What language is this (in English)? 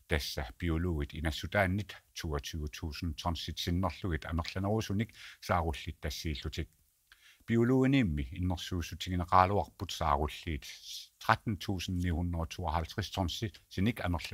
Kalaallisut